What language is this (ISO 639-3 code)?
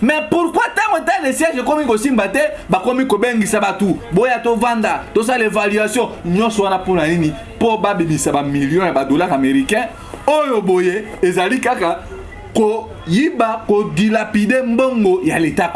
lin